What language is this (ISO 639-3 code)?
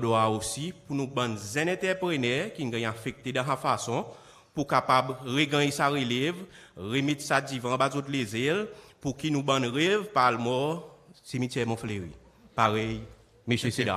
crs